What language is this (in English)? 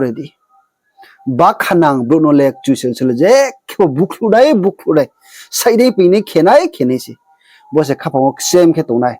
Riang (India)